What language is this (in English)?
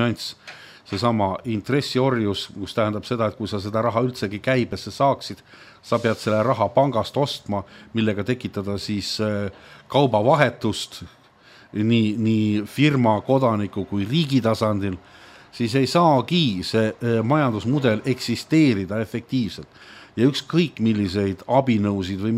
Estonian